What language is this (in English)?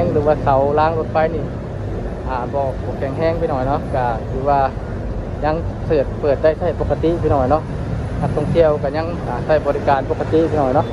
Lao